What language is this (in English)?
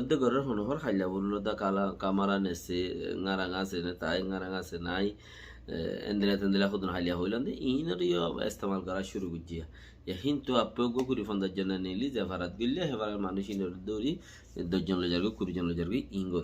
Rohingya